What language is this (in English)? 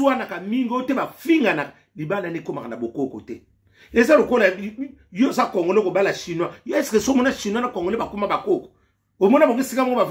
Lingala